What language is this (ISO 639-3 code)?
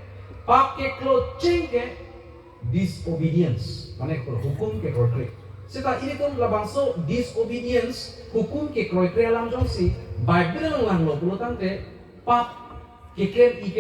mjw